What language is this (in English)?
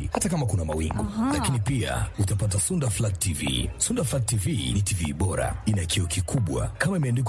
Swahili